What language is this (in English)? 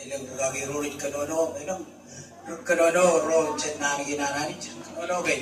Marshallese